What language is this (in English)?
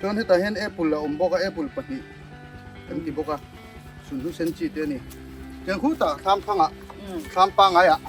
Mizo